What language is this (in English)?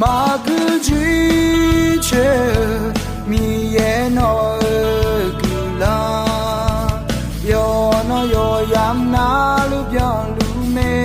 Akha